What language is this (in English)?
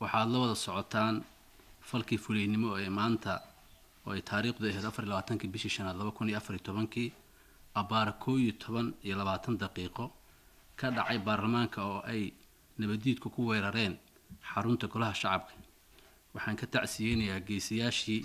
Somali